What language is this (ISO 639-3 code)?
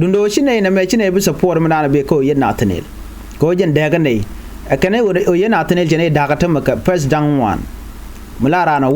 nus